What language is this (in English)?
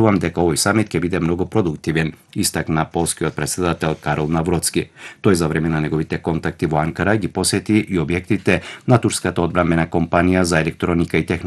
Macedonian